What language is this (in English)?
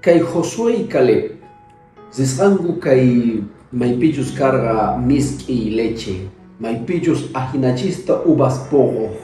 Quechua